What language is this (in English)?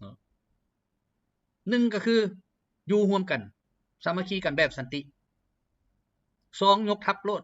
Lao